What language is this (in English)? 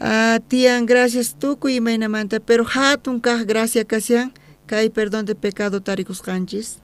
South Bolivian Quechua